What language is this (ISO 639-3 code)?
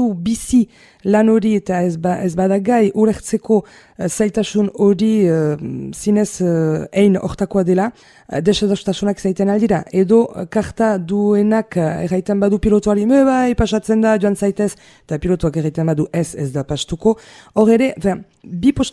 eus